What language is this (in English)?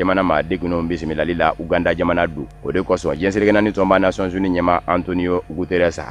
Bambara